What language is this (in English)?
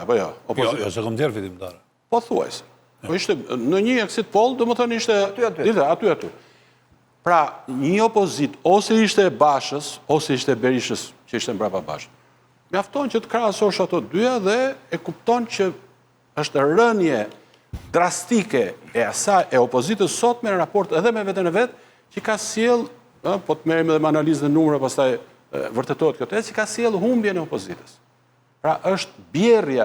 Albanian